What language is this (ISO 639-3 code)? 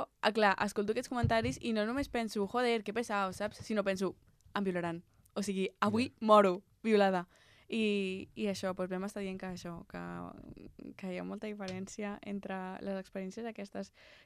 cat